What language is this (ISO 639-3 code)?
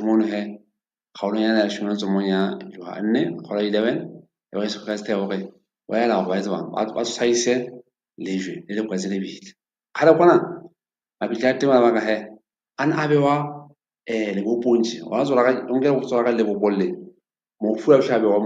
sot